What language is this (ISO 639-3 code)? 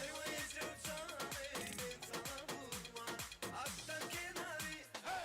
tuk